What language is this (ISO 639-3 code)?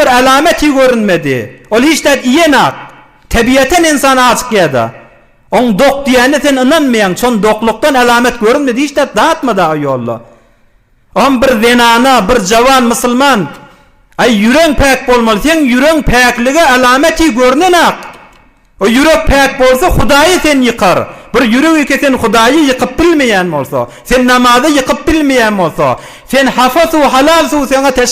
tuk